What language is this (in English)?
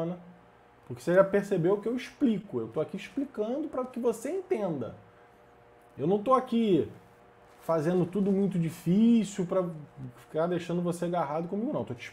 Portuguese